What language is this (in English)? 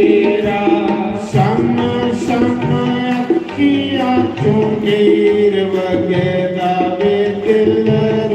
Dogri